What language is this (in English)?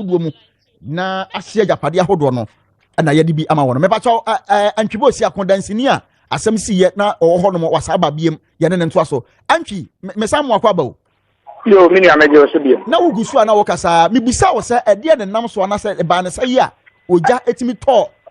Akan